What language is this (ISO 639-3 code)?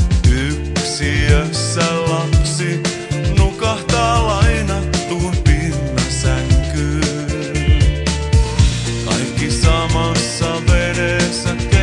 fin